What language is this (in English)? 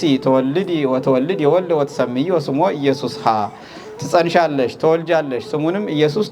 Amharic